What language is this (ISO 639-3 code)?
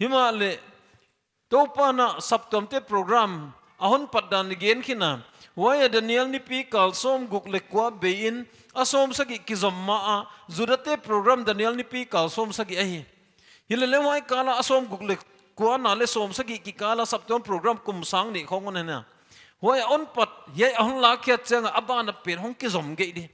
pck